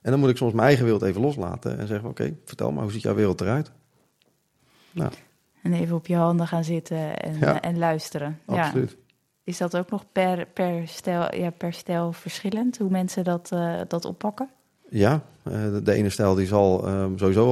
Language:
Dutch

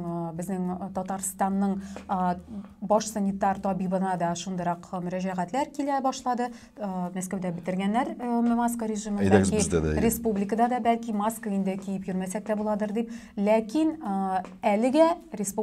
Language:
Tatar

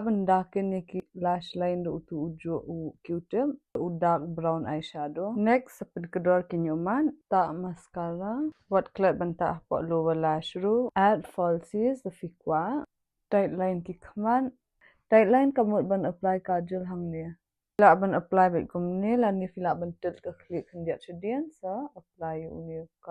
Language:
Khasi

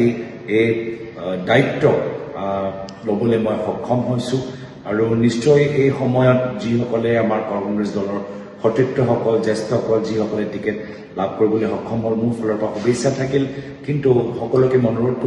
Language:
Assamese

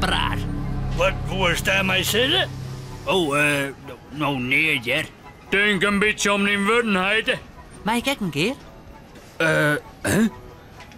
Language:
Western Frisian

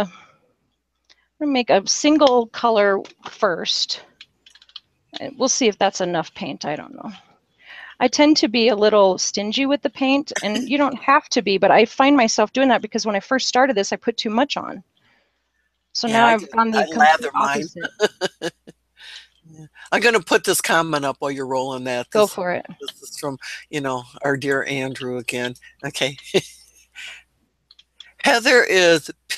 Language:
English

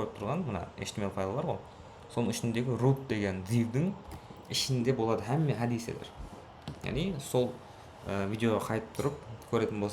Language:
Kara-Kalpak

